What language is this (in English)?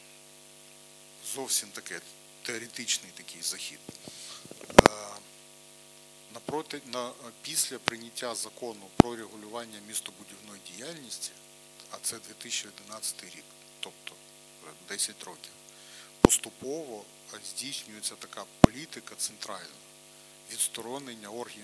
Ukrainian